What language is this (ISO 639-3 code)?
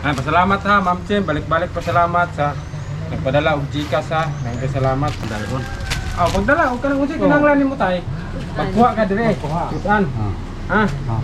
ceb